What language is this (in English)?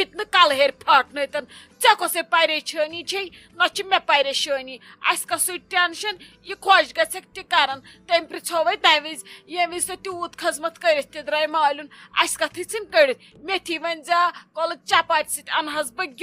Kashmiri